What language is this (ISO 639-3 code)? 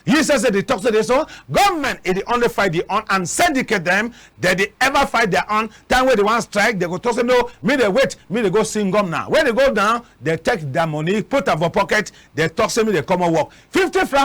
wes